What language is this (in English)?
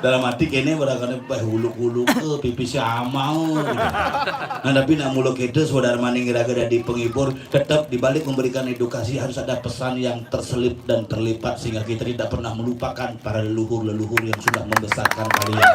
Balinese